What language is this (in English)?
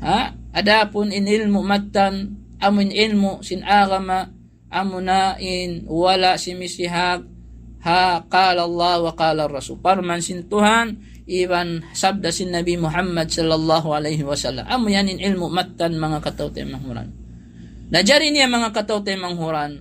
Tausug